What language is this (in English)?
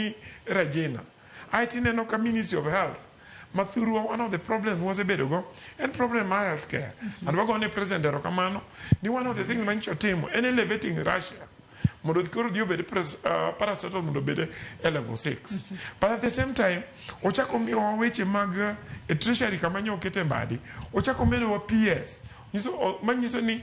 Luo (Kenya and Tanzania)